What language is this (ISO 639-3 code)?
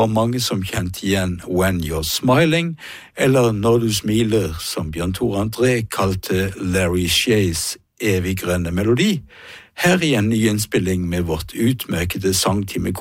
nor